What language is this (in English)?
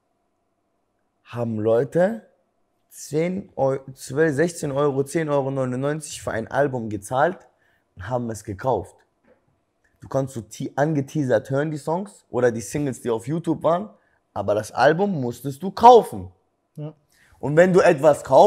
German